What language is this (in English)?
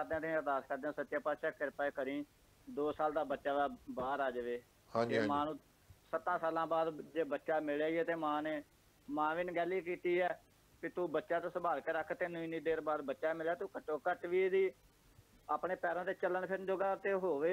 Punjabi